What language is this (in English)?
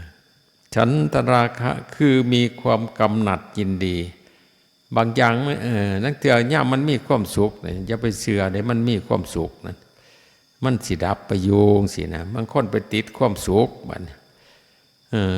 Northeastern Thai